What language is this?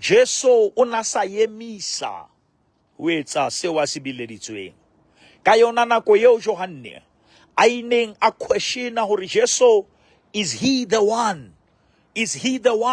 Southern Sotho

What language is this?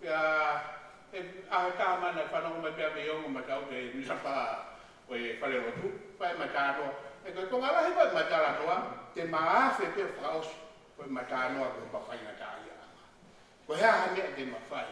Tongan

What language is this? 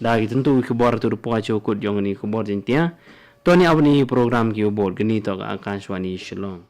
Khasi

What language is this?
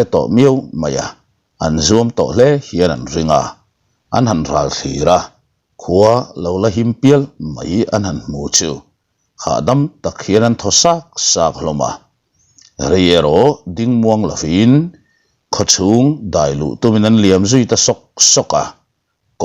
Mizo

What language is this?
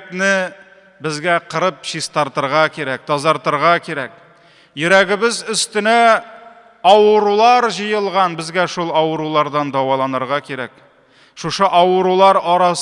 Tatar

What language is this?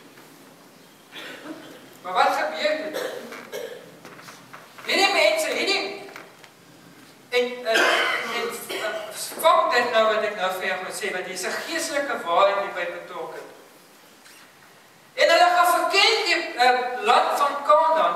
Afrikaans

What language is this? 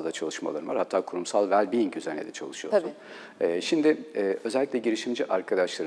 Turkish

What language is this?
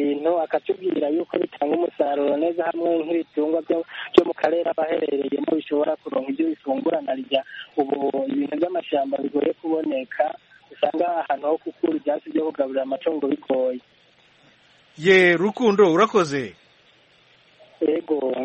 Kinyarwanda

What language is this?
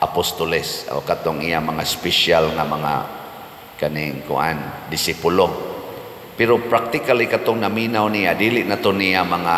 Cebuano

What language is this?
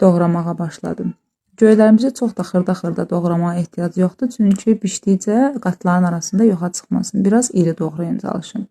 Azerbaijani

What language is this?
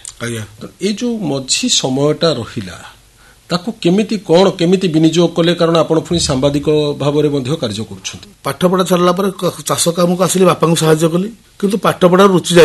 Odia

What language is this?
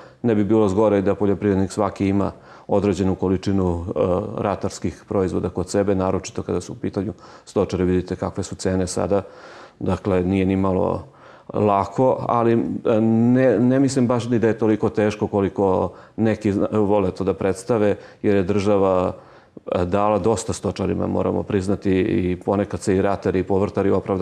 Serbian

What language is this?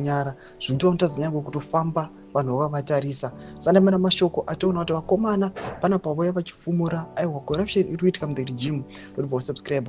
Shona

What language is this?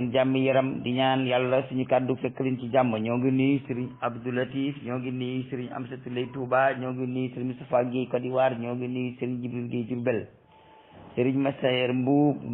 Wolof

